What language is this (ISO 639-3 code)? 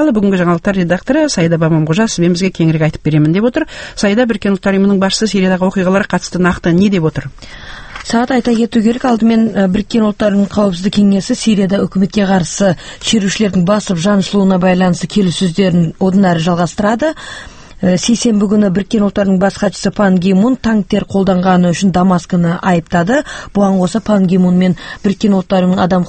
kaz